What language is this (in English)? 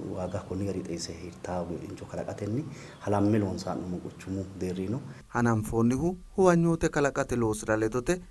Sidamo